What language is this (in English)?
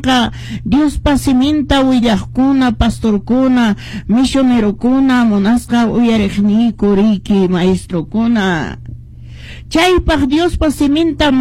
Quechua